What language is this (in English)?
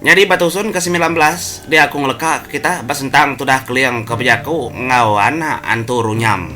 Iban